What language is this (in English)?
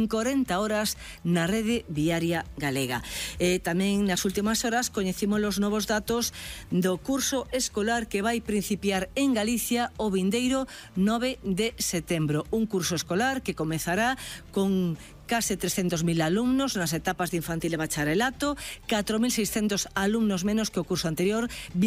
Galician